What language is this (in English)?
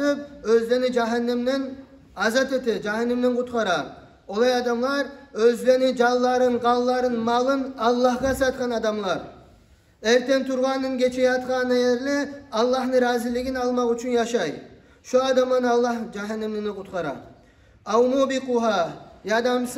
Kumyk